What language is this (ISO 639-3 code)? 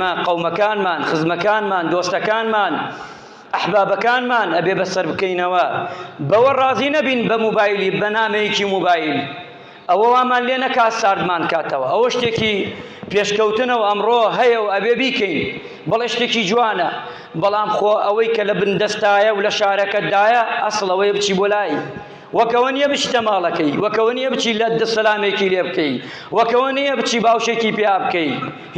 ckb